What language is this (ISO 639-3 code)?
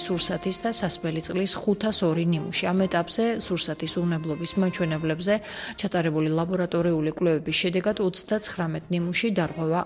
kat